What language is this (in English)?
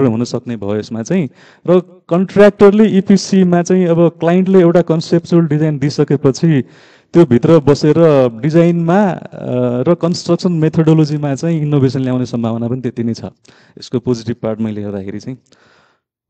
Nepali